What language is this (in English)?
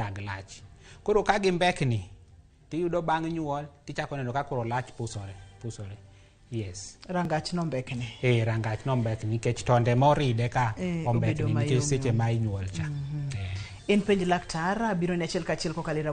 Luo (Kenya and Tanzania)